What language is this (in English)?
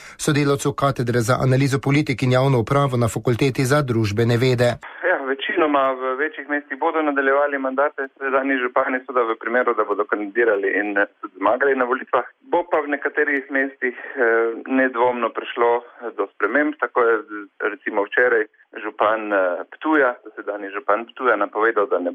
Slovenian